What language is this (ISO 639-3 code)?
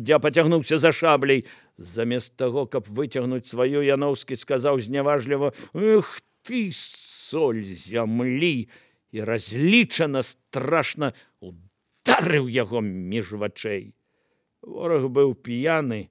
bel